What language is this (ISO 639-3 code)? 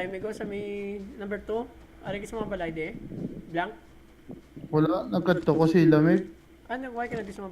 hil